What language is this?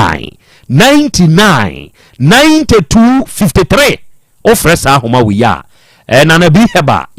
Akan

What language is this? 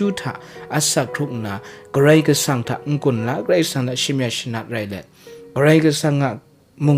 Kachin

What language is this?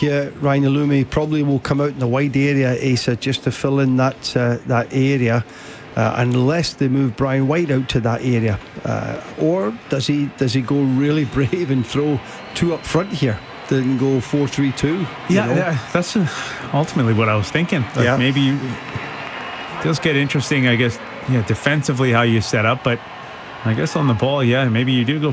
English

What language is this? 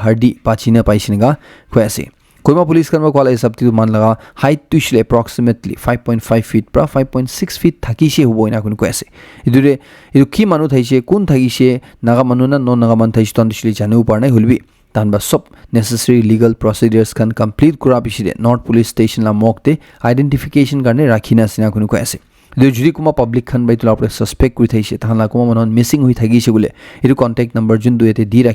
Naga Pidgin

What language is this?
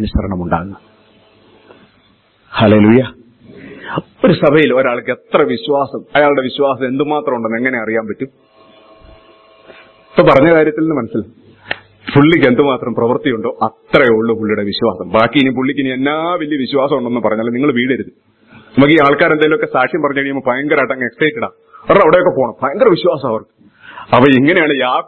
Malayalam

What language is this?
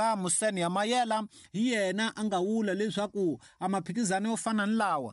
Tsonga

